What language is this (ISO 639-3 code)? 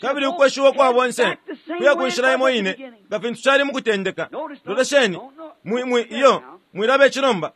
bem